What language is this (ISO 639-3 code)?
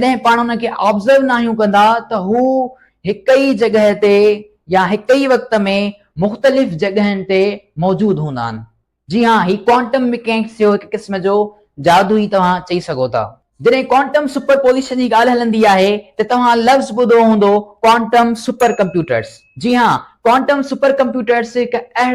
snd